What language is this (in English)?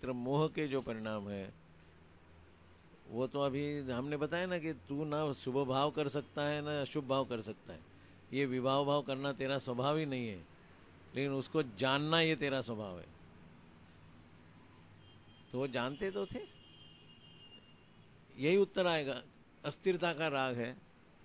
Hindi